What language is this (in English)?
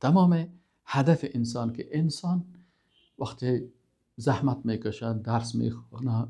Persian